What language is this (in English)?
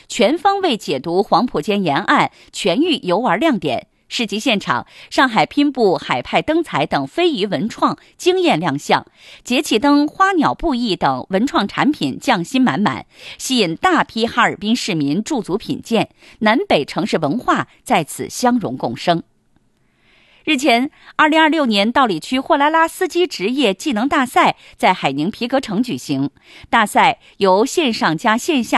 Chinese